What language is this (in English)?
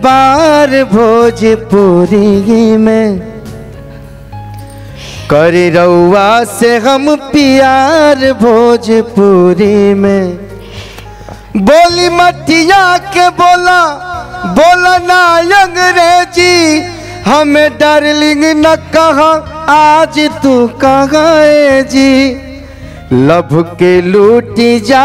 Bhojpuri